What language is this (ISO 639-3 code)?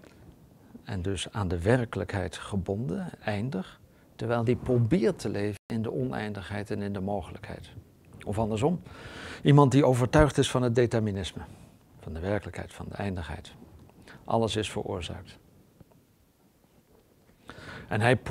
nld